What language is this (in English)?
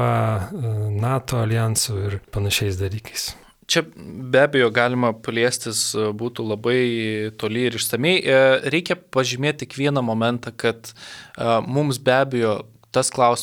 Lithuanian